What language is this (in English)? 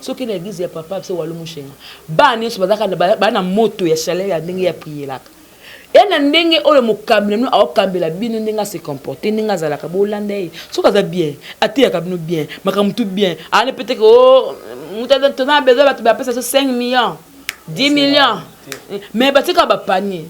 Lingala